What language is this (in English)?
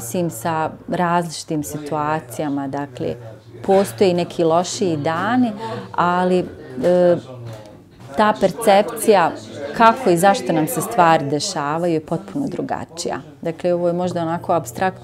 Bosnian